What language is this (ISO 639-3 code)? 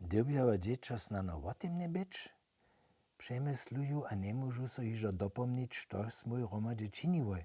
hsb